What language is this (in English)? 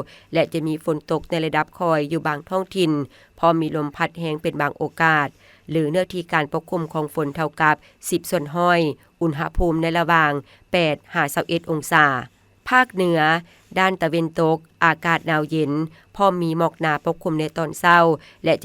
Lao